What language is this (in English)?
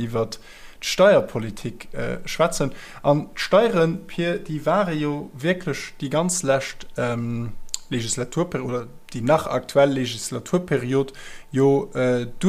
Luxembourgish